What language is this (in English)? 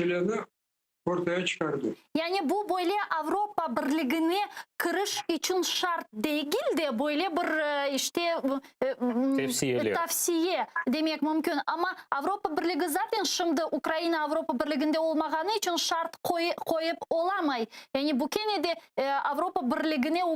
Crimean Tatar